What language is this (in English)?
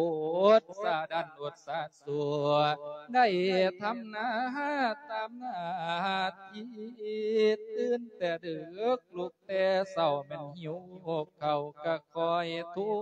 Lao